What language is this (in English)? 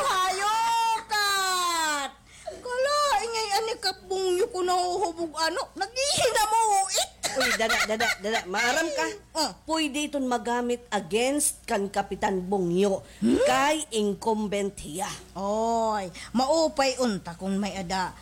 Waray